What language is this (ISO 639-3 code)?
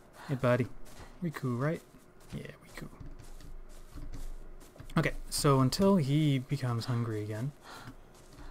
eng